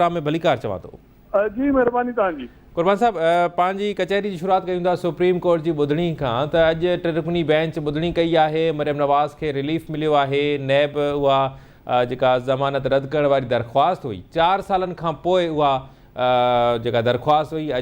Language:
Sindhi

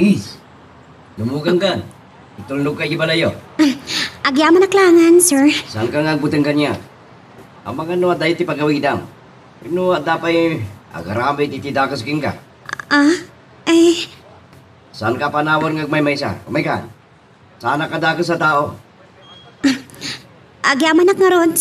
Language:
Iloko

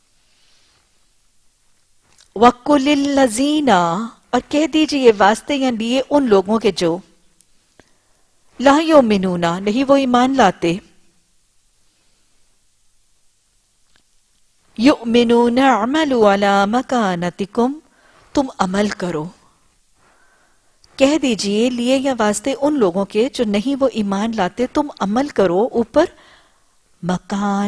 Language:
Urdu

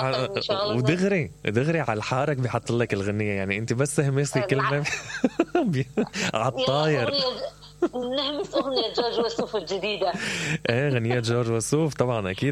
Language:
Mesopotamian Arabic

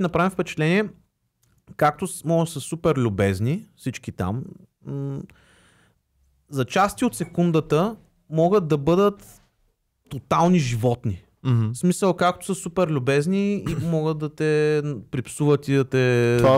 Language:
Bulgarian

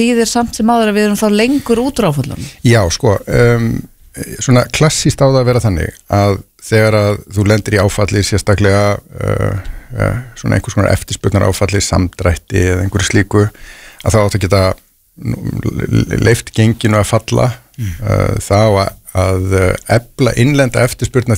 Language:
Icelandic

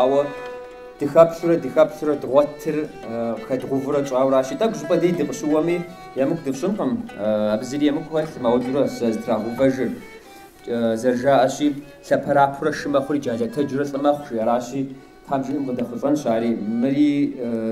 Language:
Kabardian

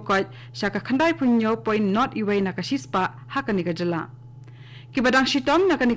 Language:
Khasi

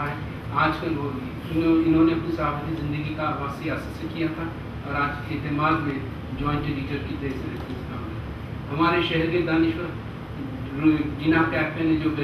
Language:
Urdu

